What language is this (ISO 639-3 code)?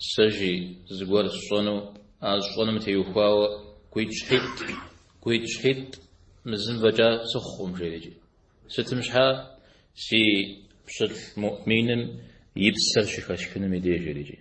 kbd